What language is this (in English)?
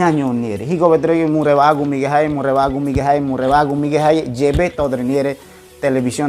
Ngäbere